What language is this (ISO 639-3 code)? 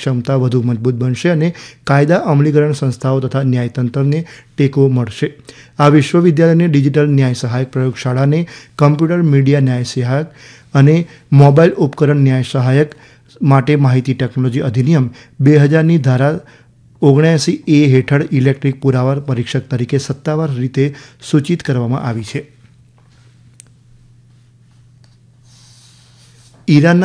guj